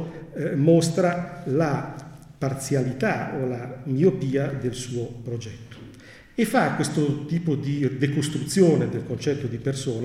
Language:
Italian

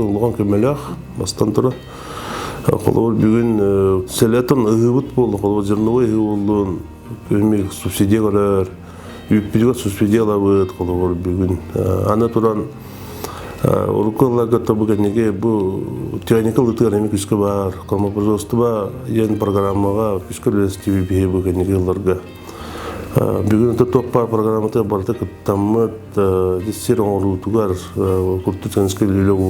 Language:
Yakut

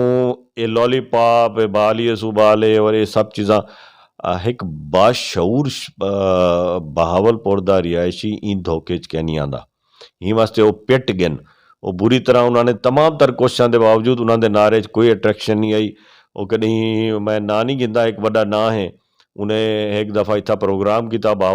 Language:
Saraiki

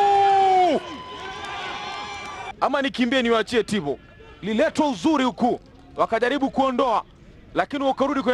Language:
Swahili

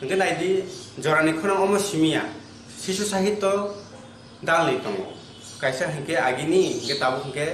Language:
Kok Borok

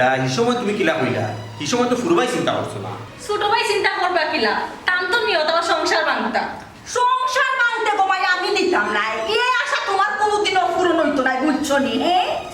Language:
Sylheti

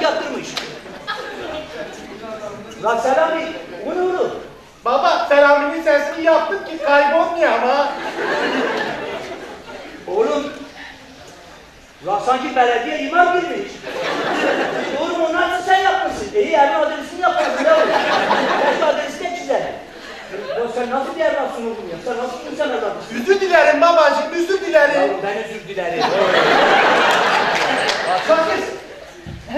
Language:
Turkish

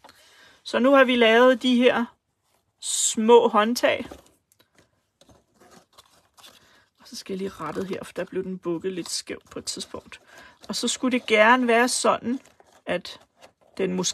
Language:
Danish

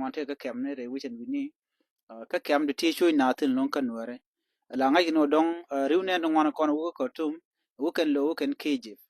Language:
Nuer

